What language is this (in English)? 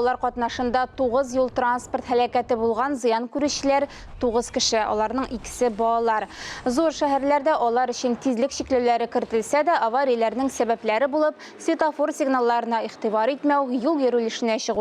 Tatar